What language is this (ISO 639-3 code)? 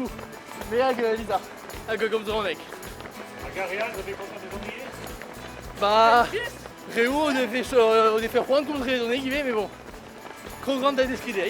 bre